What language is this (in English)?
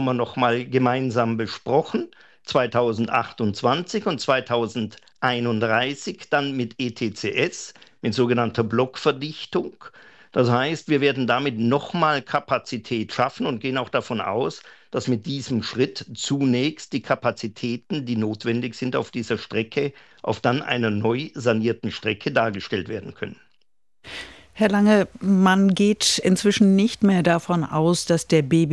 German